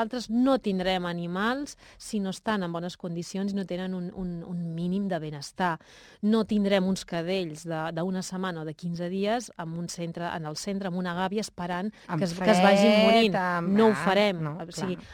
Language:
Catalan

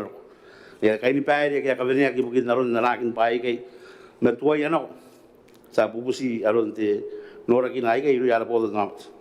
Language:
Gilbertese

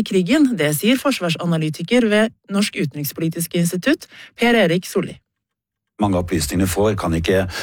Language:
Norwegian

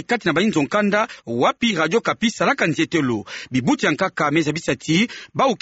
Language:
Kituba (Democratic Republic of Congo)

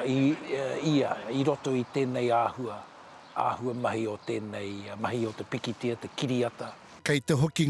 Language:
Māori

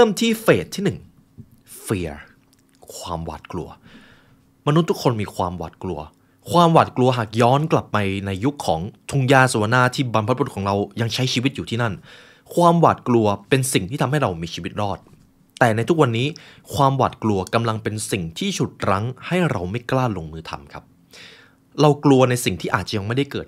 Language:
Thai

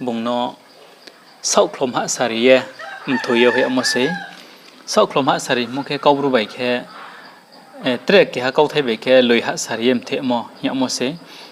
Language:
Riang (India)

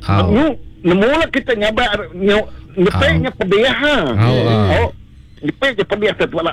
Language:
Iban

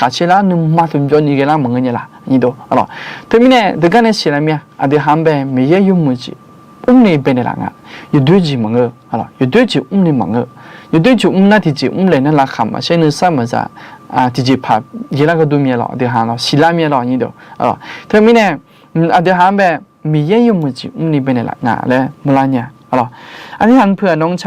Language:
Akha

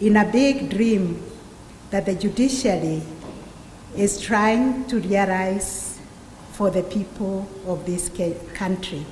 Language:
Gusii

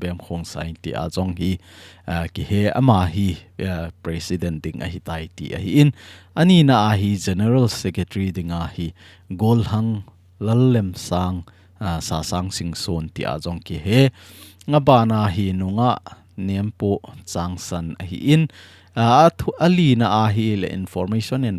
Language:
Thado Chin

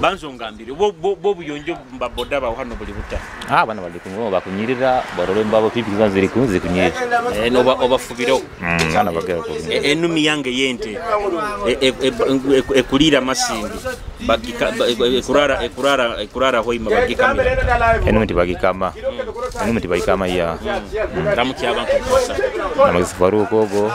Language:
Nyoro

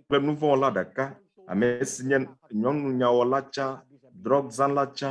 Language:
Ewe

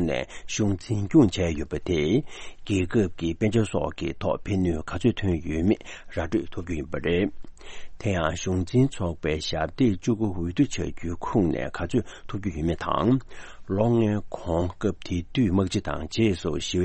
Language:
Tibetan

